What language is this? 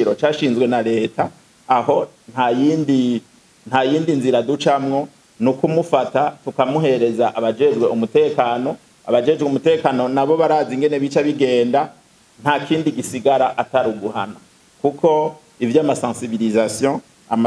Rundi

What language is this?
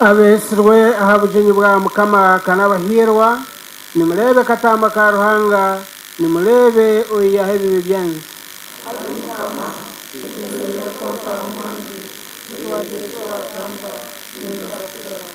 Nyankole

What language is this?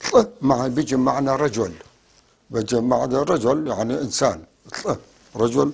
North Levantine Arabic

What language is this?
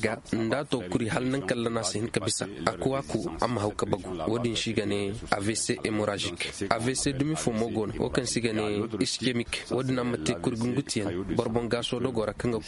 Koyraboro Senni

